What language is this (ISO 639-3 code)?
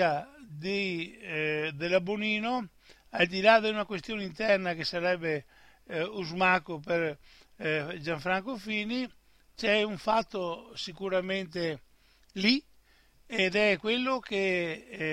ita